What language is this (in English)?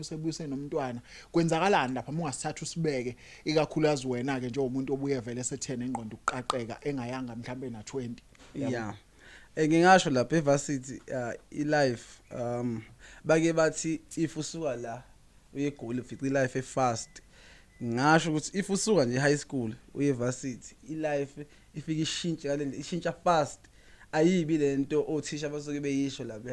Zulu